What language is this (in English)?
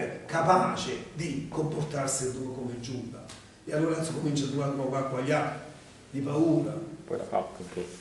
Italian